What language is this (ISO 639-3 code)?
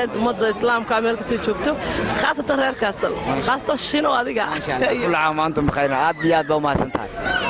som